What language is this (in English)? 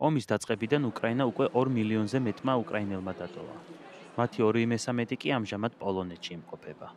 Georgian